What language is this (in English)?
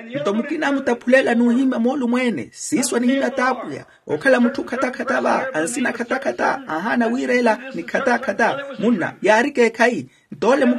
Makhuwa